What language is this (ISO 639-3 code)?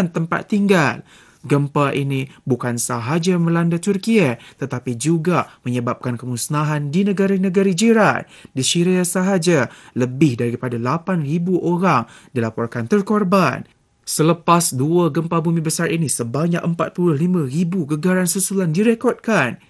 msa